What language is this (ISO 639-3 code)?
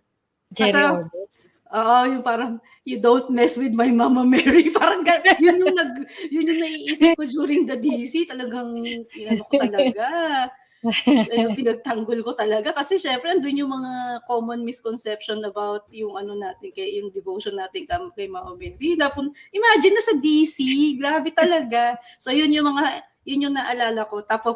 fil